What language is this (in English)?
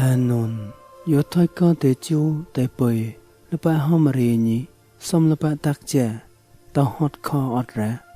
Mon